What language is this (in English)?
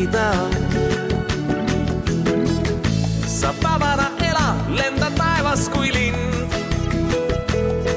Estonian